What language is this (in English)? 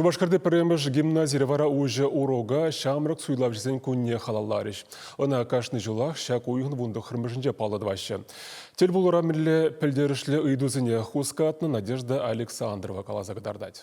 Chuvash